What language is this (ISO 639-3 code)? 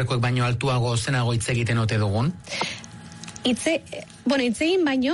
eus